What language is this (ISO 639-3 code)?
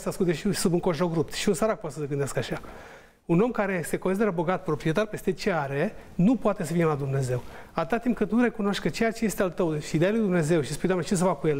ron